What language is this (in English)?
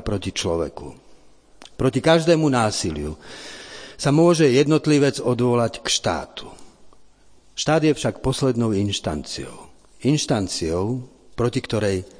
Slovak